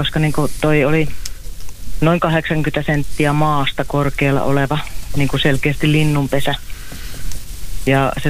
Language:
Finnish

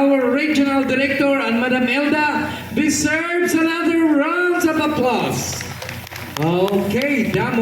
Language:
Waray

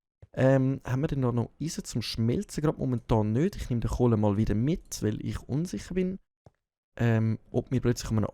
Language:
Swiss German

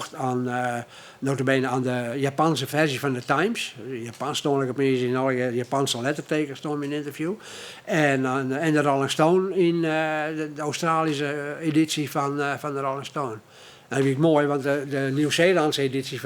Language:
Western Frisian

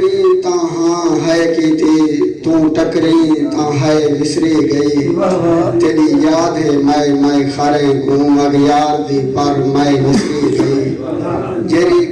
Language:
Saraiki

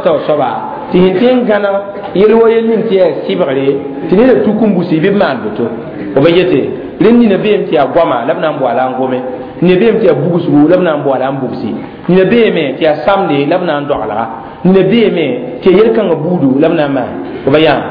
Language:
Mossi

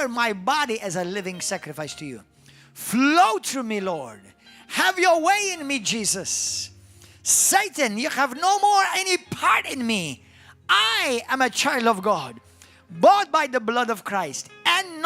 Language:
English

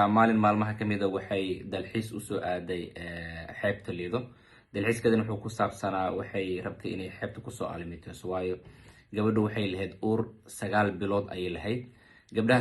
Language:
Somali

